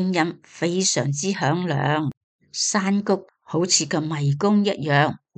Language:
Cantonese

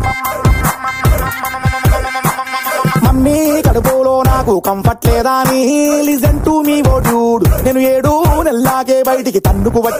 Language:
Telugu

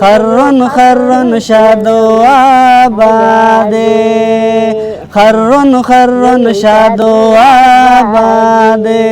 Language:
Brahui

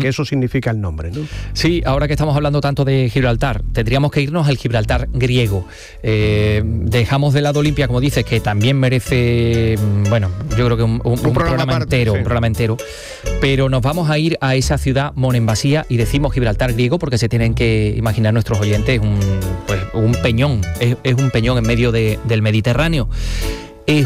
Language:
Spanish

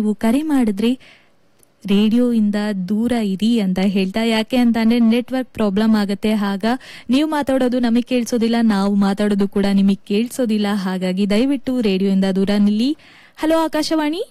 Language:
Kannada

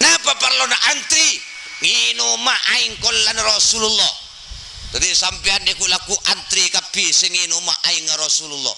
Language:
Madurese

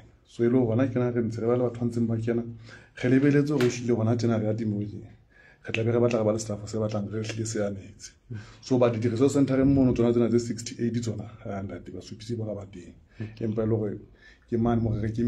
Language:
Southern Sotho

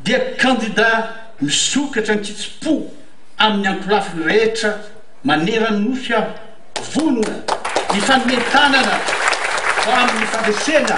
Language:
Malagasy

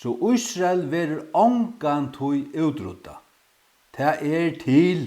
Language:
Faroese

